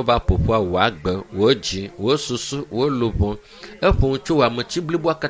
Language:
Ewe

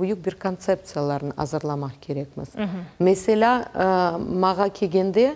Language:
Crimean Tatar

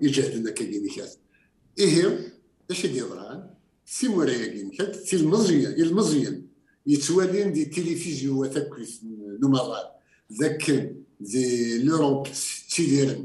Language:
Kabyle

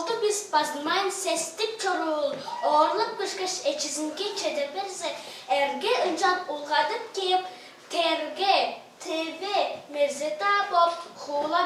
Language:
Tuvinian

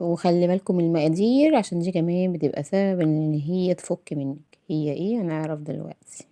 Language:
Egyptian Arabic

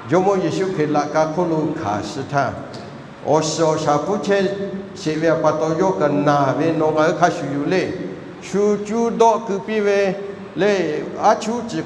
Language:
Lahu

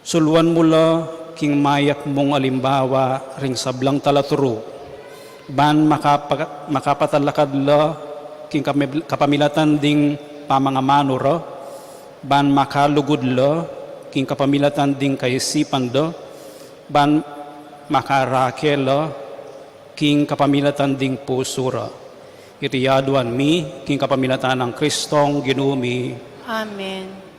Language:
Pampanga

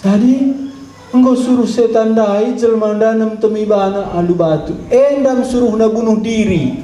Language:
Batak Karo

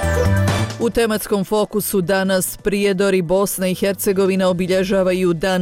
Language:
Bosnian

